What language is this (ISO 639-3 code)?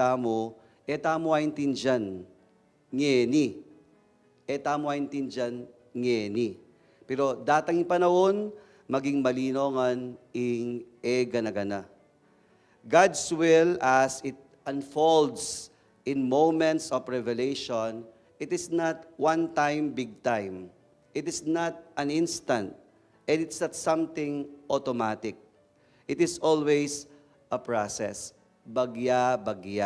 pam